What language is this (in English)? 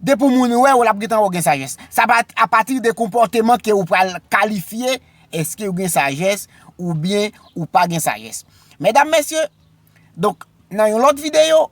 Haitian Creole